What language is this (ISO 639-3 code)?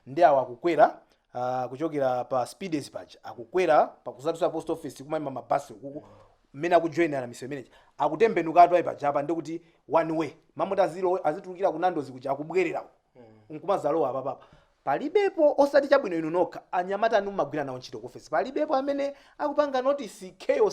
nya